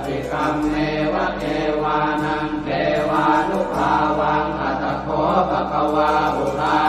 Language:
Pali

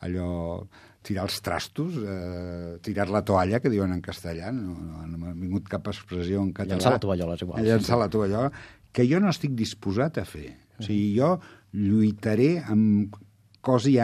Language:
Catalan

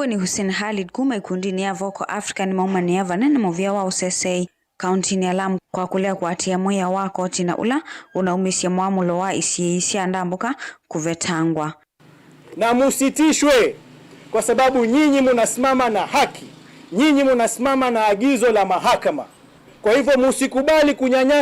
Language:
Kamba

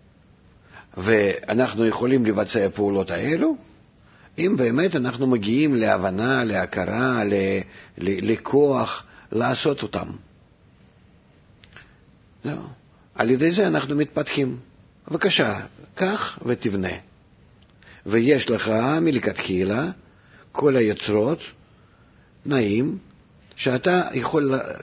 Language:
Hebrew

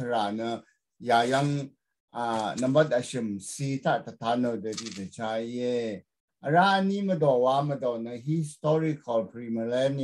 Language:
Rawang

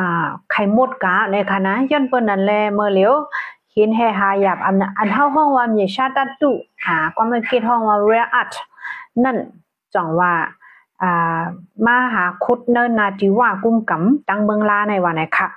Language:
Shan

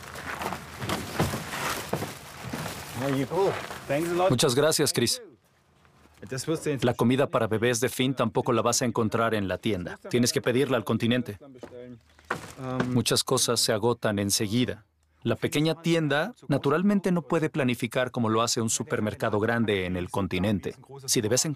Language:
Spanish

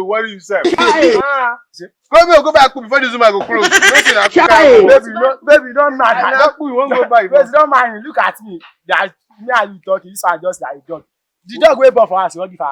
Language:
Nigerian Pidgin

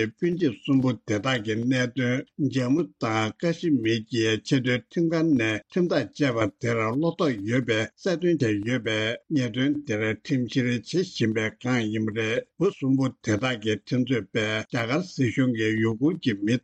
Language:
Tibetan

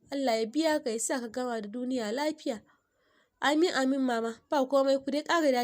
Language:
Hausa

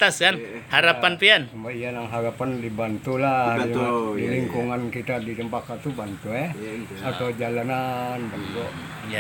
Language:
Banjar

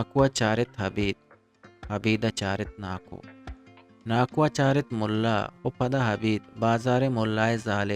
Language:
Eastern Balochi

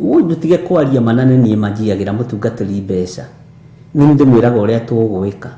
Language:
Kikuyu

